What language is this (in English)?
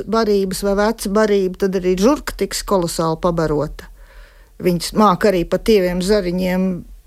Latvian